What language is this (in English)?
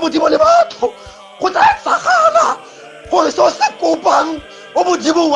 Tswana